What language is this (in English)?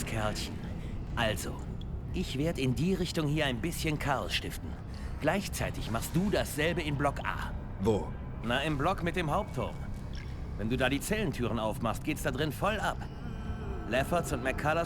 Bavarian